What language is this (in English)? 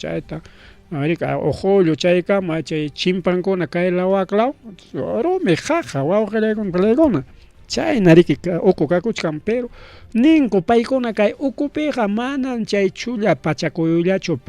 Ayacucho Quechua